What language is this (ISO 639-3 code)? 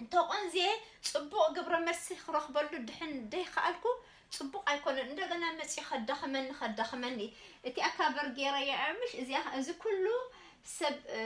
tir